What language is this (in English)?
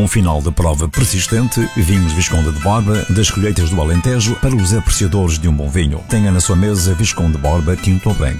Portuguese